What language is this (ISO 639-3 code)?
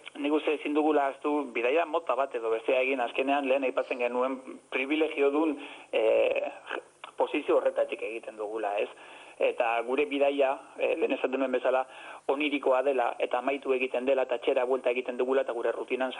eus